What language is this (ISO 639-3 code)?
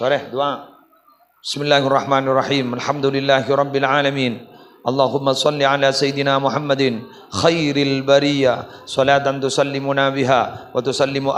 mad